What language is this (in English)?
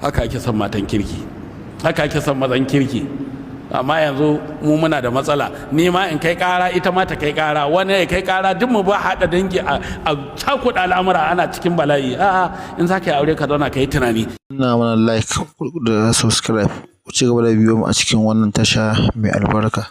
Hausa